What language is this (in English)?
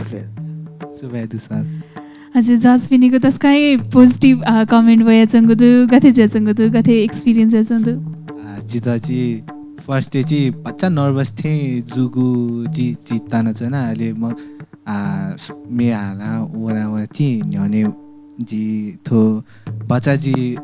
Newari